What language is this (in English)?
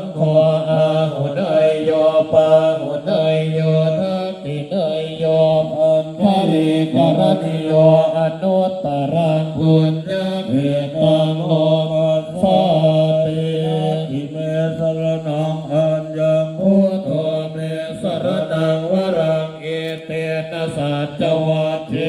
Pali